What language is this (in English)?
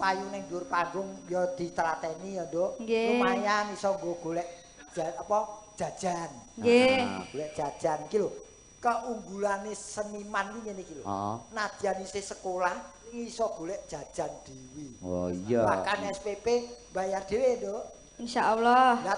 Javanese